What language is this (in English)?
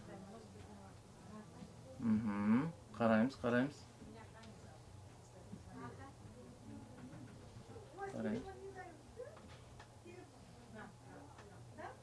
Kazakh